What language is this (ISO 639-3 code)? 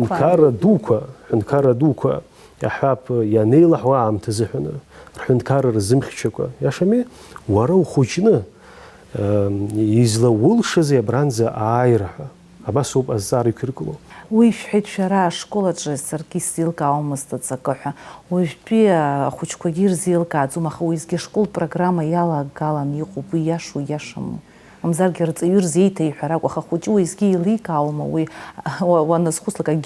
abk